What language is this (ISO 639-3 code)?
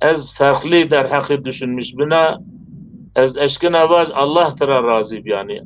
zza